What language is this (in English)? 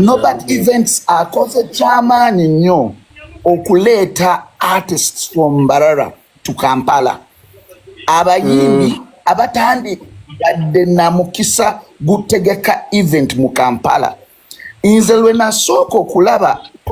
Ganda